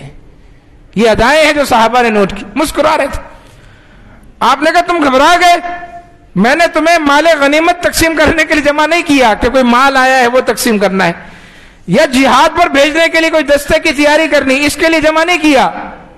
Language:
Urdu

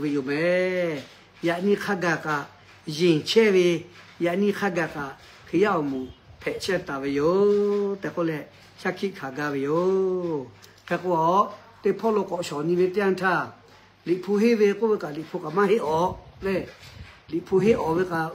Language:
Lahu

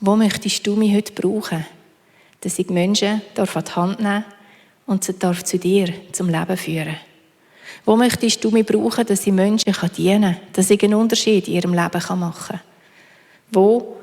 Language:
Swiss German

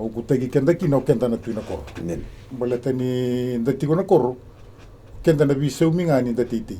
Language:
Fijian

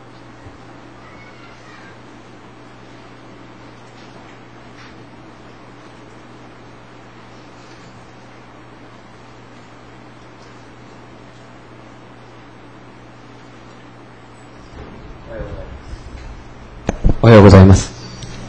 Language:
Japanese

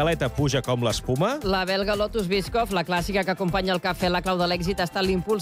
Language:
Catalan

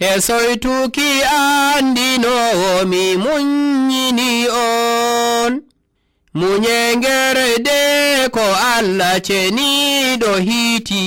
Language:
Nigerian Fulfulde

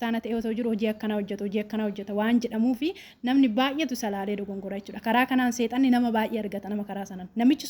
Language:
Oromo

